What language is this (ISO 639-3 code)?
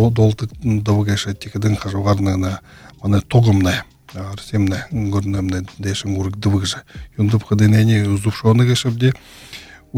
bua